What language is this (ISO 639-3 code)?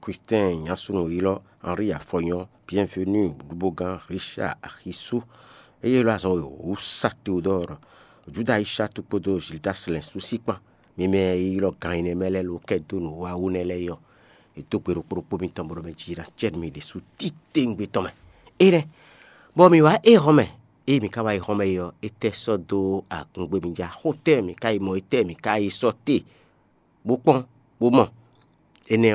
fon